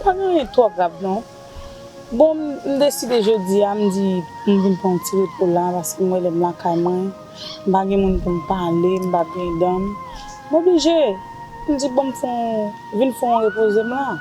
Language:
Haitian Creole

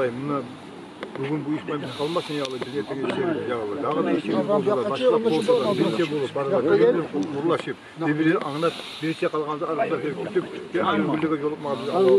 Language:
Kumyk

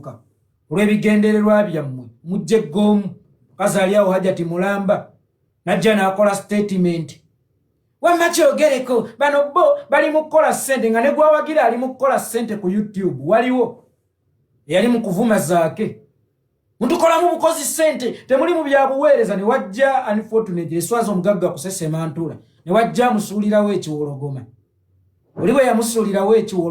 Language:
Ganda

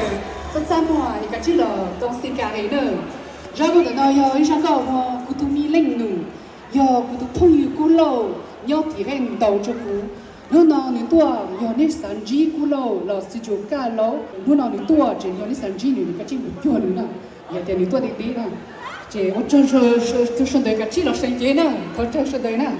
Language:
Hmong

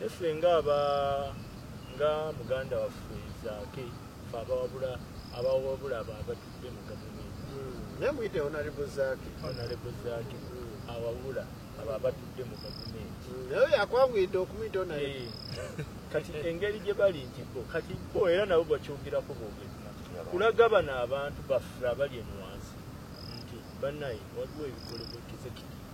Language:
Ganda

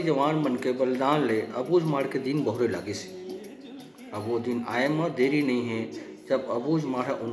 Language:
Chhattisgarhi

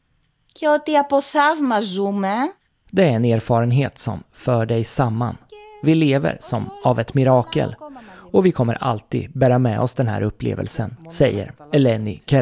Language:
Swedish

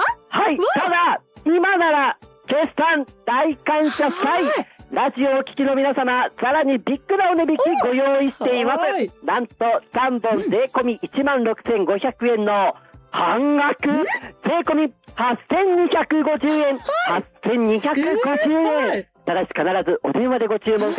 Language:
Japanese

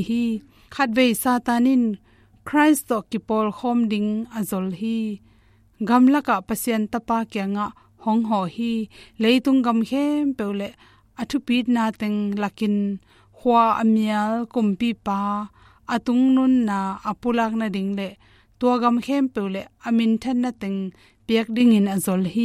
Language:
Tedim Chin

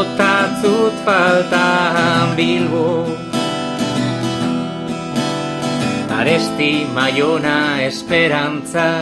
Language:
Basque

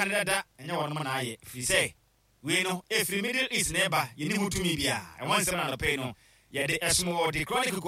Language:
Akan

